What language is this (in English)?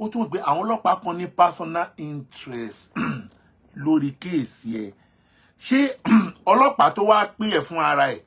Yoruba